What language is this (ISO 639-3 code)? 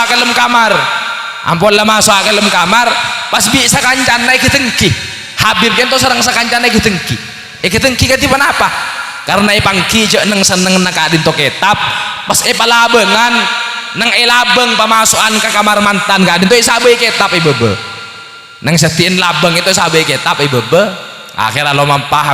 mad